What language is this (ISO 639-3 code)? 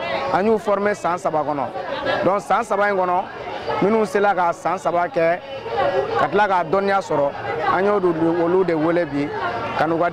bam